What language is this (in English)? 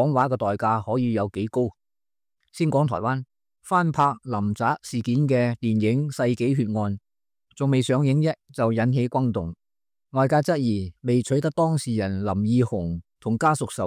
Cantonese